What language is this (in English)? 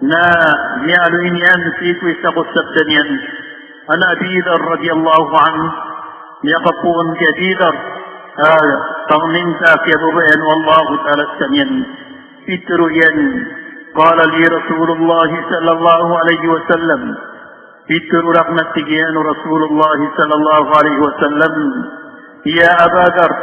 Maranao